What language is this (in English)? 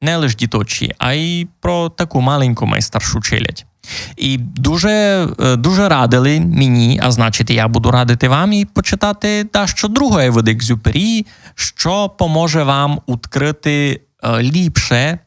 Rusyn